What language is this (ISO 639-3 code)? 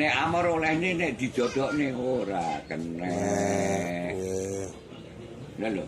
jav